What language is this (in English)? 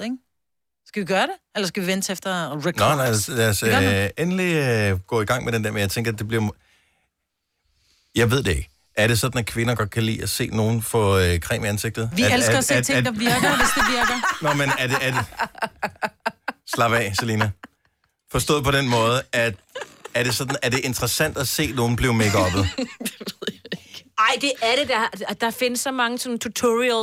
Danish